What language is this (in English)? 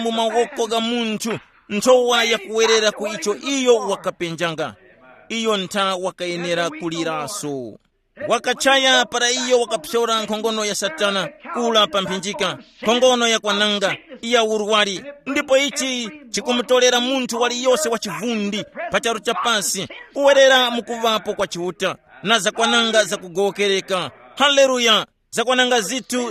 Tumbuka